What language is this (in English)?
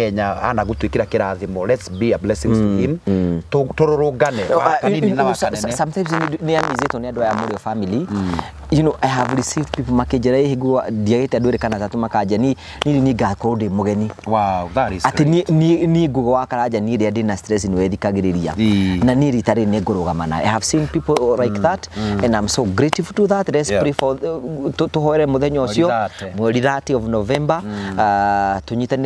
Kikuyu